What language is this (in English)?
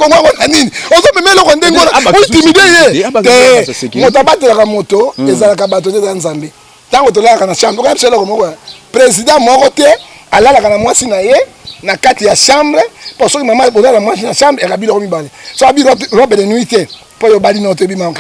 Lingala